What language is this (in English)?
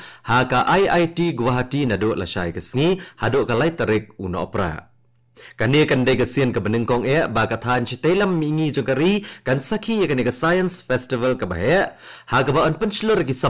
Khasi